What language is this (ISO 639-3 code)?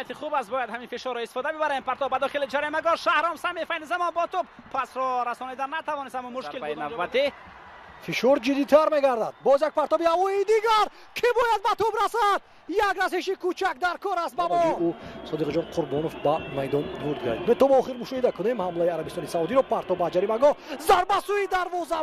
tgk